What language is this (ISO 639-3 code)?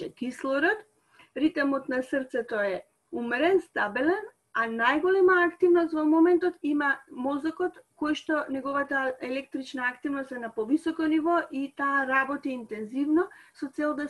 mkd